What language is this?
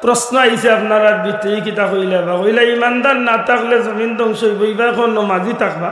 Sylheti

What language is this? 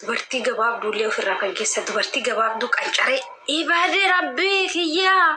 Oromo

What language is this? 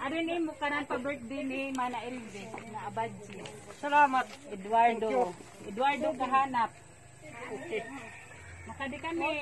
Waray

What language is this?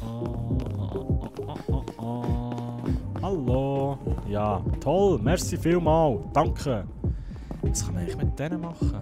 Swiss German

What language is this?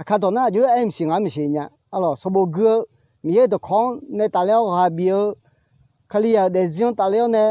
Akha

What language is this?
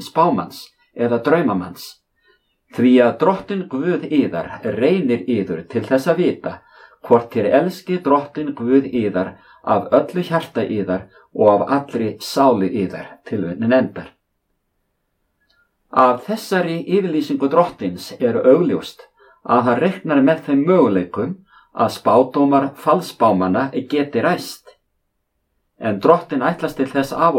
Icelandic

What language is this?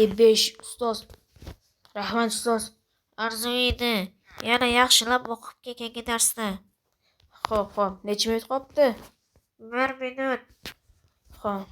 Uzbek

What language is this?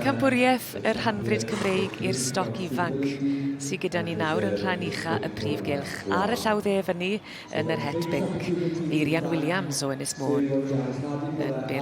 Welsh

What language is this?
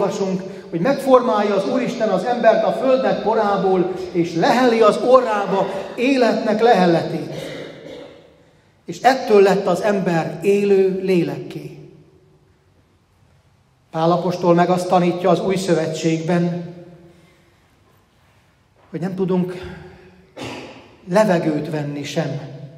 Hungarian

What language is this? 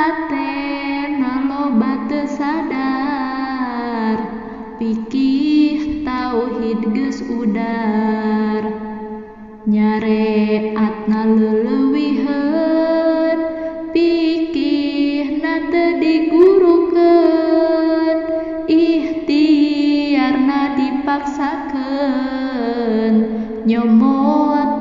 Sundanese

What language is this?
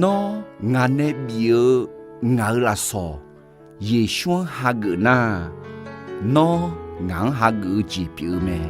Akha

